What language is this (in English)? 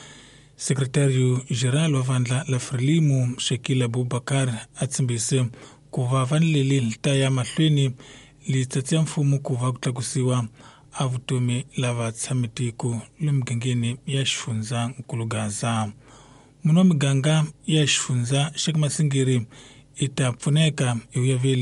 Tsonga